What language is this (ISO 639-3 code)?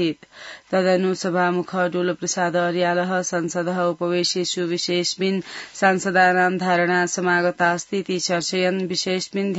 san